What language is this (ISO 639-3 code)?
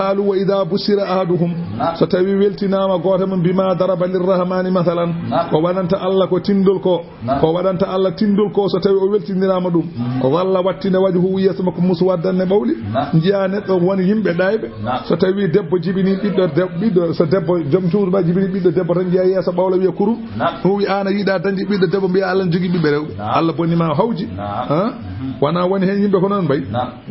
ful